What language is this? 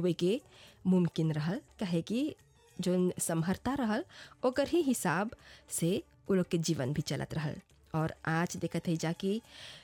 Bhojpuri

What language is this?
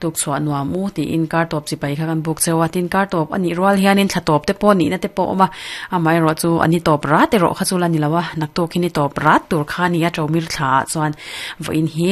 Mizo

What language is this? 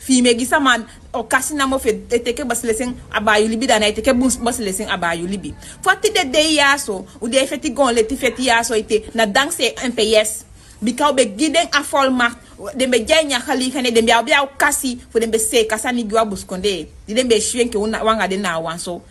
Sranan Tongo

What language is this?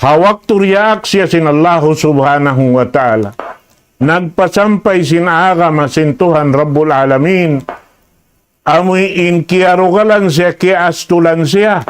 Tausug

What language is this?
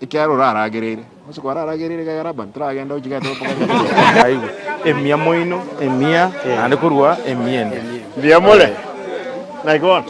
Gusii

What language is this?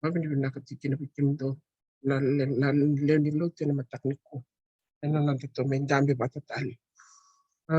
Fijian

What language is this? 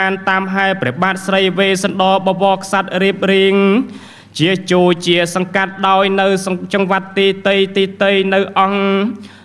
Khmer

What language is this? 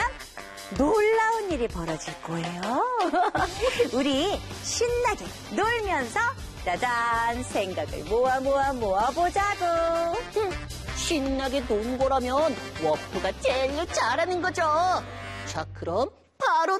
Korean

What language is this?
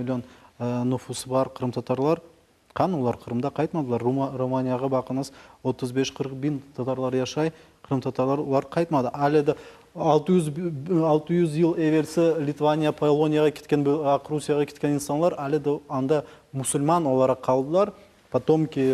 Crimean Tatar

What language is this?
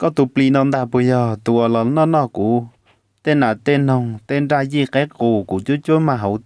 Hmong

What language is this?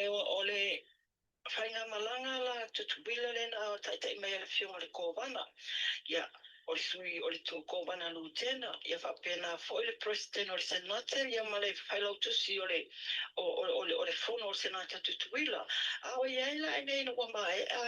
Samoan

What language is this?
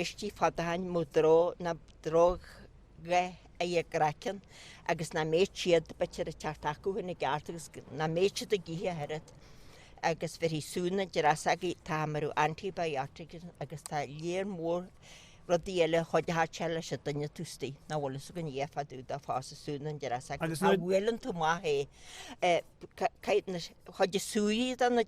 Irish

